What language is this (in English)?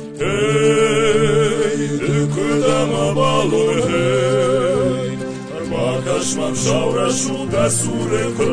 Ossetic